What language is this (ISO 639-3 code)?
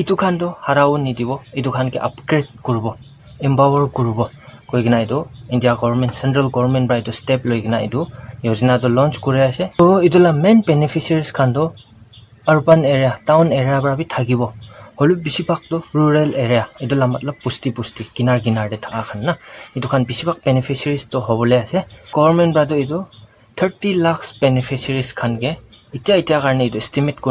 nag